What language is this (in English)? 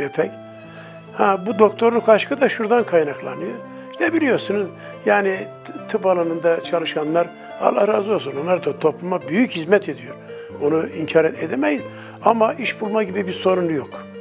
Turkish